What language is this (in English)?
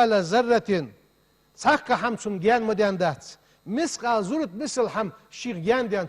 Ingush